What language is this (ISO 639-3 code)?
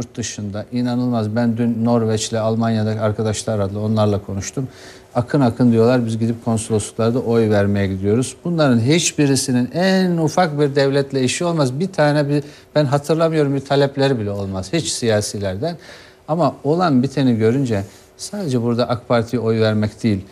tur